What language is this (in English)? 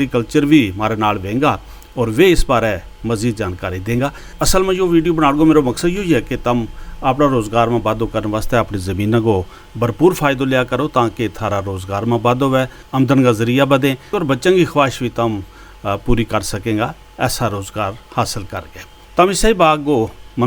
Gujari